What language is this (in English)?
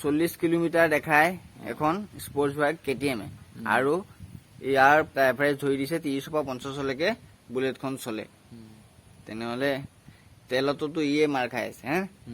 Assamese